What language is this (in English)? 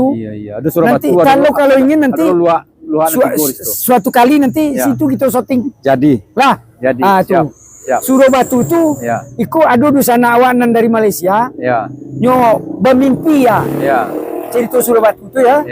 Minangkabau